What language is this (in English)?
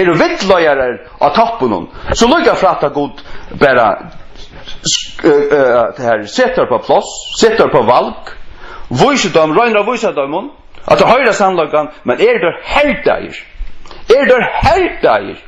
Faroese